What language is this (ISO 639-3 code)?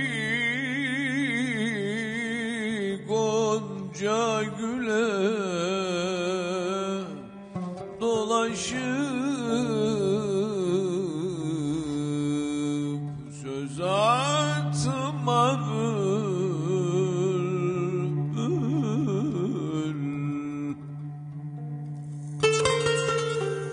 tur